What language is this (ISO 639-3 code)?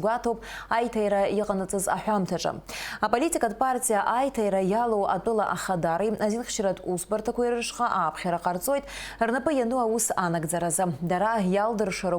abk